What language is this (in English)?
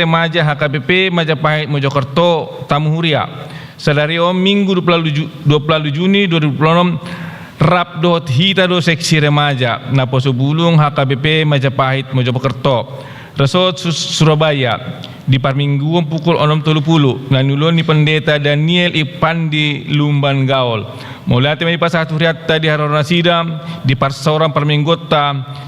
Batak Toba